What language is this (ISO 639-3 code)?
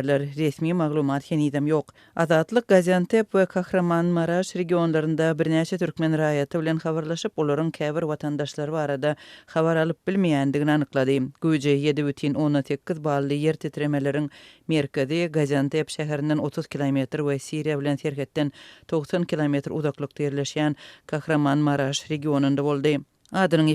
tuk